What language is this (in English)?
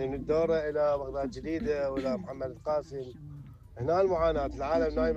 Mesopotamian Arabic